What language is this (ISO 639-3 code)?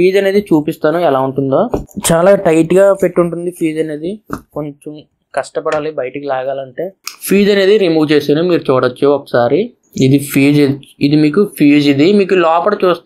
tel